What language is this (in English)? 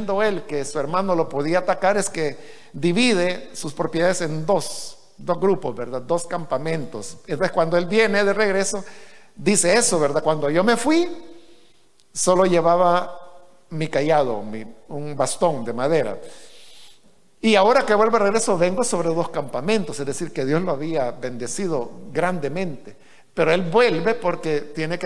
Spanish